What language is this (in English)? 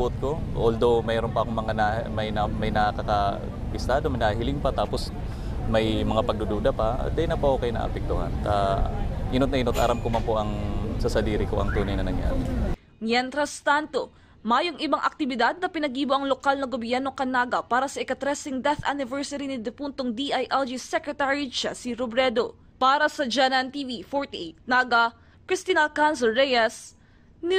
Bikol